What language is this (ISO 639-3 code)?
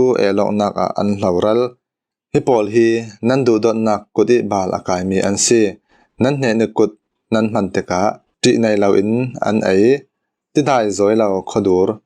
cfm